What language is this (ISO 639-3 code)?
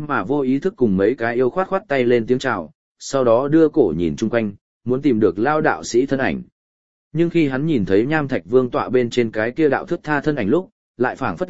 vie